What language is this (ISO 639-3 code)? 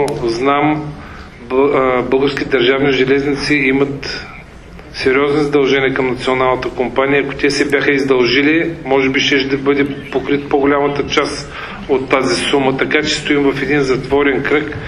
bul